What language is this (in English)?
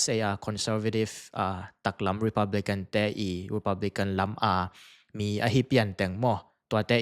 Tedim Chin